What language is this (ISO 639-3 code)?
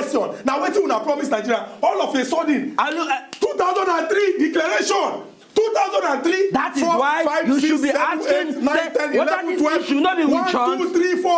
pcm